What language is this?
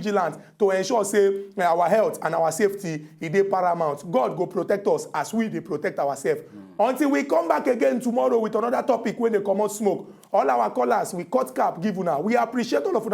Nigerian Pidgin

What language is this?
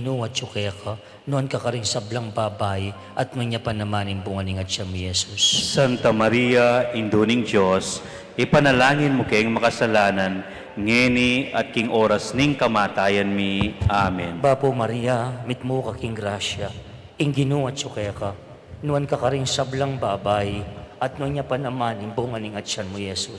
Pampanga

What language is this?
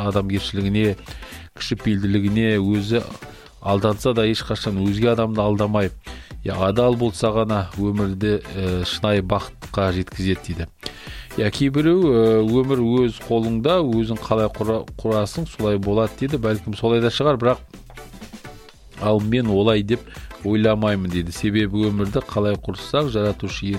Kazakh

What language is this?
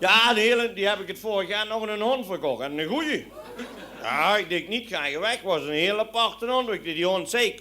Limburgish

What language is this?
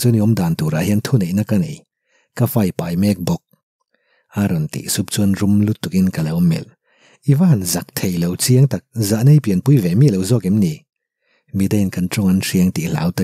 Mizo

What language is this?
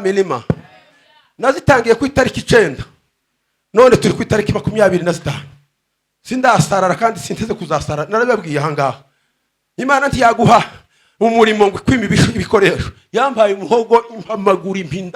Kinyarwanda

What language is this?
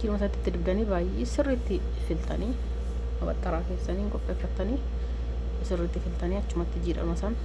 Oromo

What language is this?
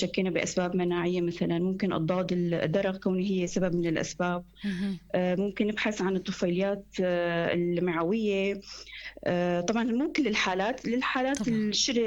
North Levantine Arabic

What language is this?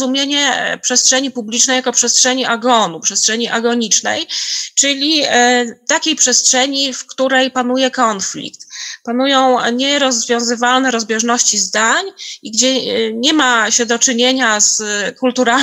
Polish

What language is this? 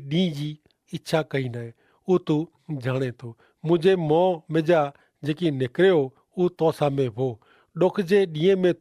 Kachhi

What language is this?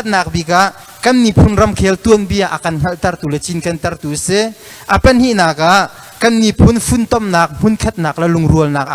Hakha Chin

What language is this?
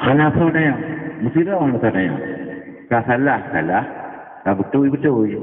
Achinese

